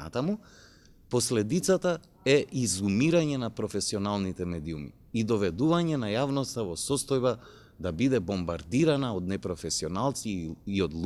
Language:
Macedonian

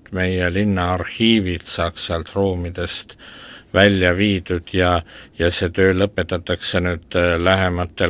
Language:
Estonian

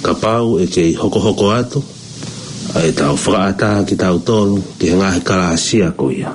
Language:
Tongan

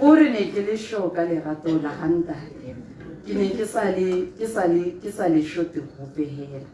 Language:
Tswana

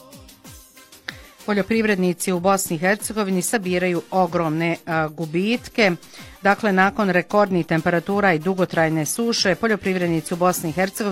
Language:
Bosnian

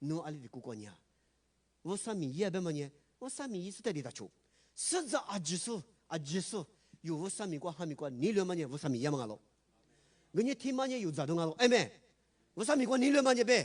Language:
Lisu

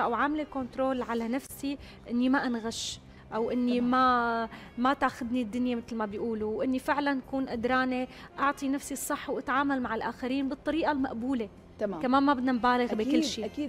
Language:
North Levantine Arabic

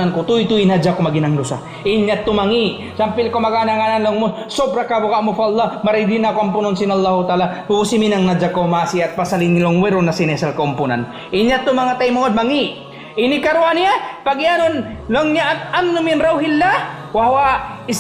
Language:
Tausug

